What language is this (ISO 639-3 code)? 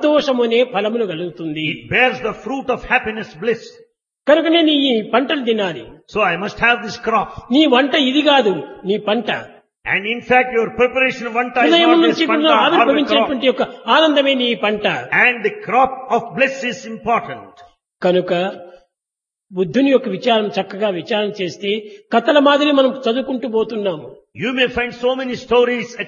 tel